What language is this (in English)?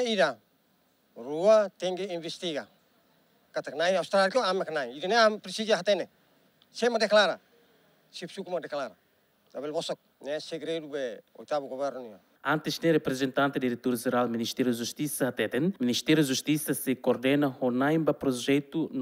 Tetum